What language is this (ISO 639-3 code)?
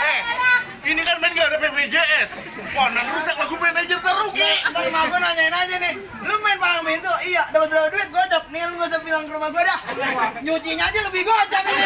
bew